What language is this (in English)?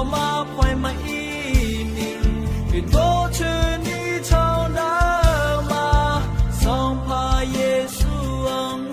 Akha